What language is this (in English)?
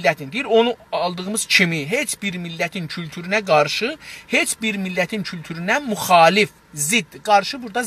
South Azerbaijani